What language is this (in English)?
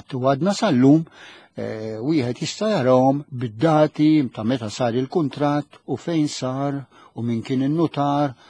Maltese